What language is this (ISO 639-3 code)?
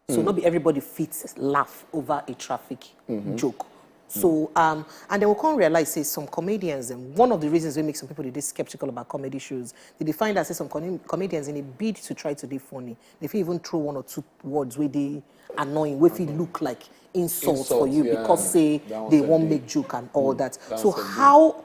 pcm